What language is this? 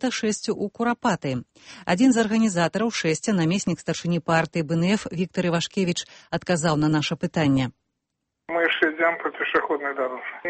Belarusian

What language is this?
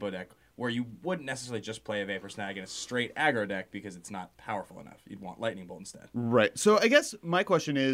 English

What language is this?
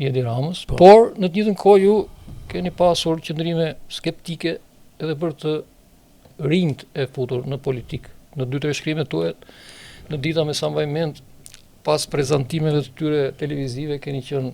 Albanian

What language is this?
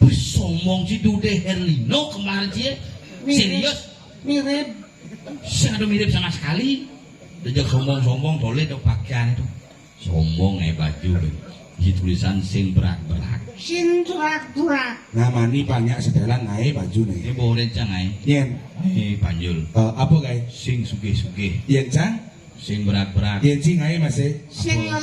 Balinese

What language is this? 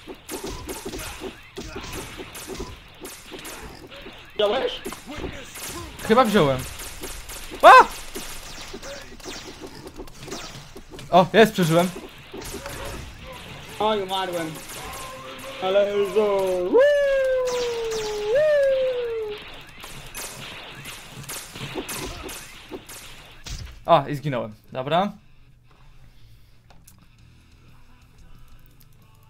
Polish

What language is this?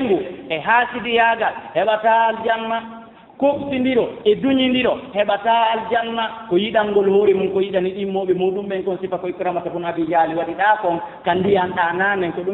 Fula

